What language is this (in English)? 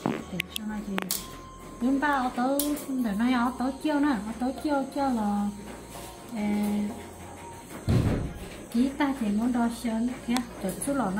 Vietnamese